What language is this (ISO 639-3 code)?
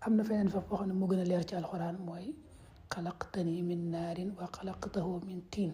wol